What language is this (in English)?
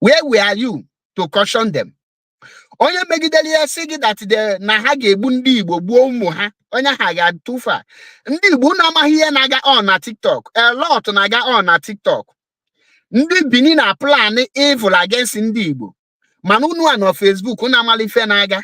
Igbo